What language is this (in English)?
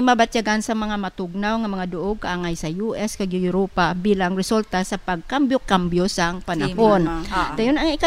Hiligaynon